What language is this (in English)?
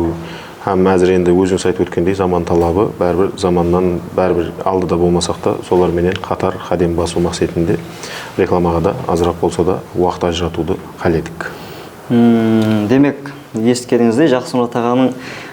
Kara-Kalpak